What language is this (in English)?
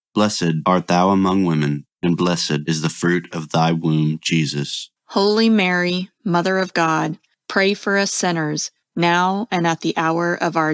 English